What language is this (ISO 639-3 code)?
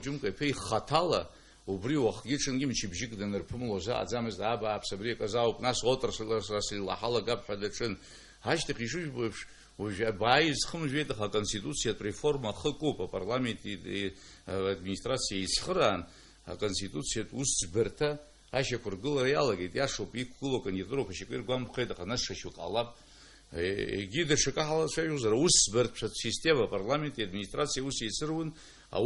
abk